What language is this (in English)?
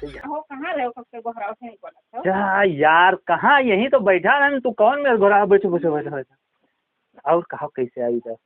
Awadhi